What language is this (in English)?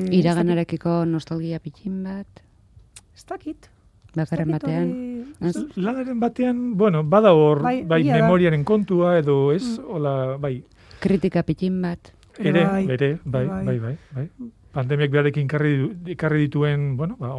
Basque